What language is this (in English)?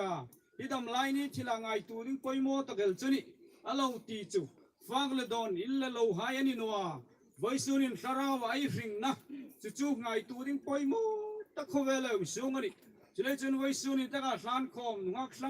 Hmar